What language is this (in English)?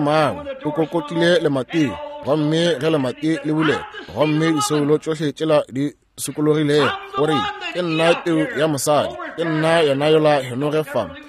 Northern Sotho